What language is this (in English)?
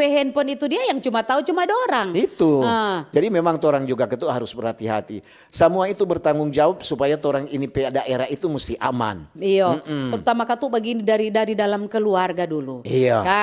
Manado Malay